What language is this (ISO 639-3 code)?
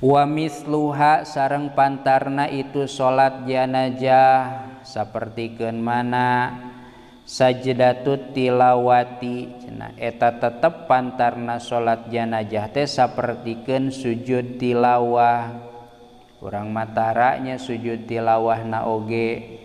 sun